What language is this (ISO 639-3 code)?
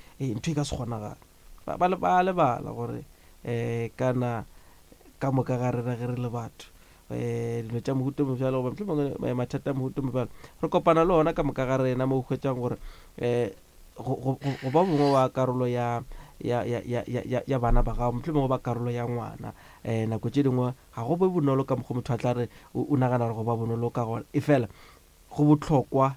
nso